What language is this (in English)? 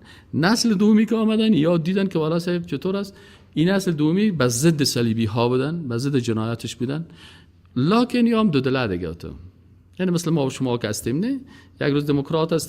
Persian